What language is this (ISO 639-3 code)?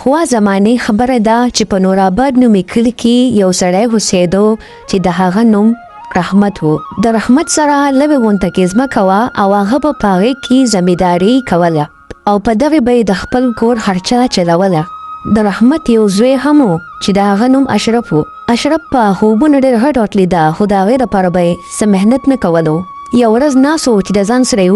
pus